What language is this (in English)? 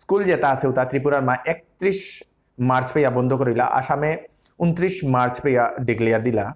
Bishnupriya